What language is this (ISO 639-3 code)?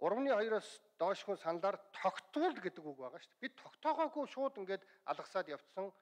mon